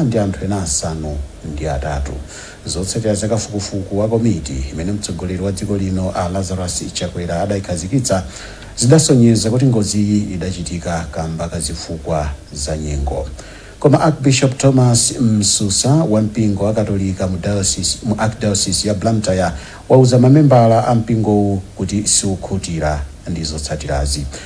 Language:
Nyanja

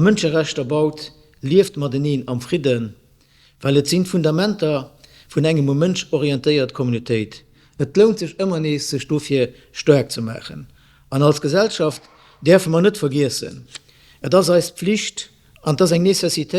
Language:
Luxembourgish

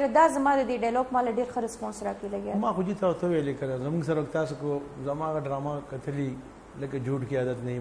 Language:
Pashto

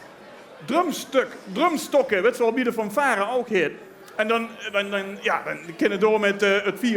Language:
Limburgish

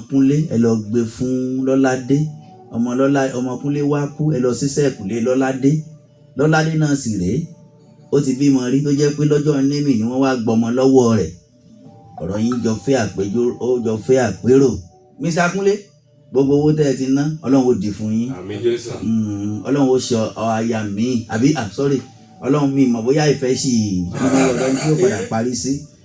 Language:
Yoruba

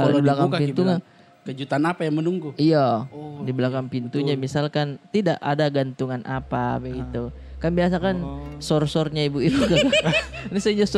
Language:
Makassar Malay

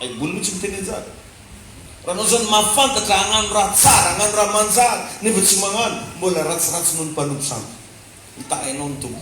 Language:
Malagasy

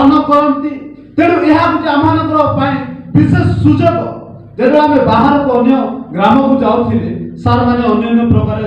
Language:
Odia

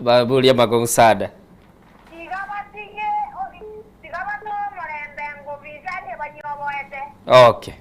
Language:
Gusii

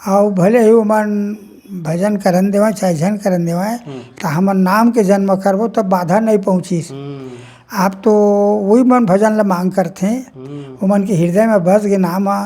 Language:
Chhattisgarhi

